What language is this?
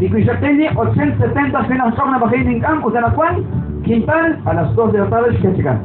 Kekchí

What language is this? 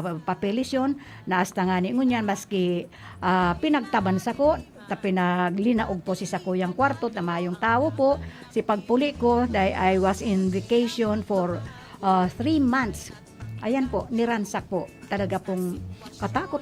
Bikol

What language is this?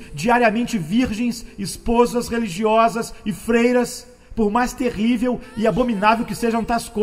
Portuguese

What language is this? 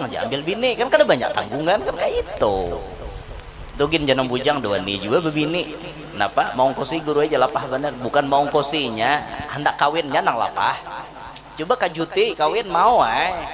Banjar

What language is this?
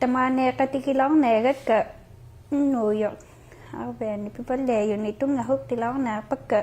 Inuktitut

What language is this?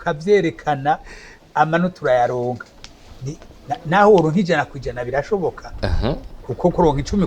Rundi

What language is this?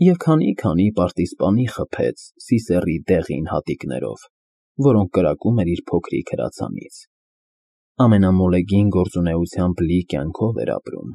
Armenian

